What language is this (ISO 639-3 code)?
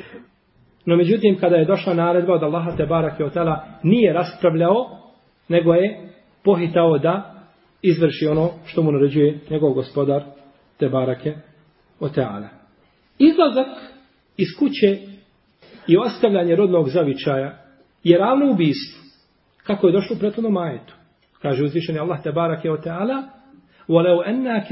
bos